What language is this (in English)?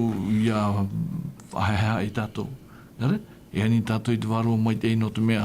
Tahitian